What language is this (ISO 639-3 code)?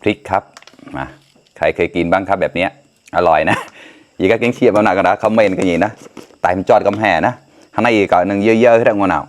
mnw